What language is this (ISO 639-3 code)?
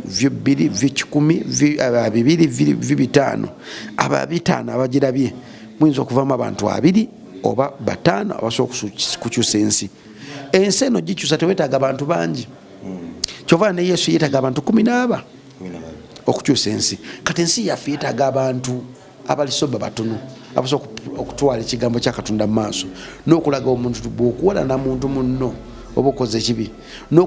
lug